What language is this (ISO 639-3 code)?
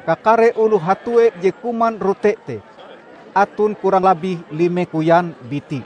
nij